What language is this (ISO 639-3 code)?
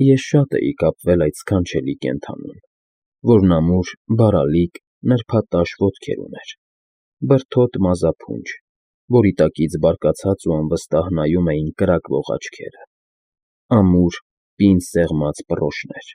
hye